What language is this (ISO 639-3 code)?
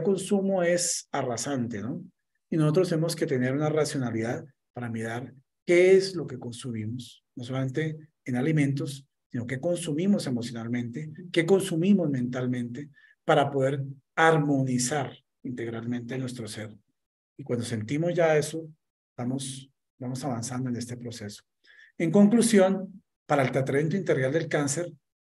spa